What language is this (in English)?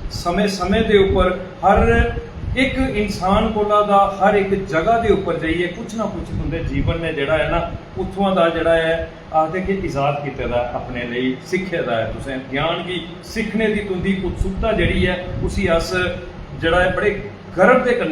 Dogri